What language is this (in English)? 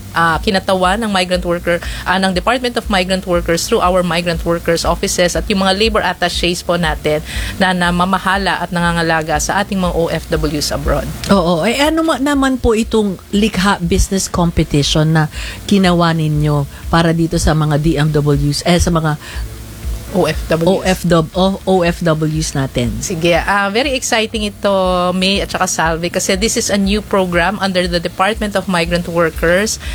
Filipino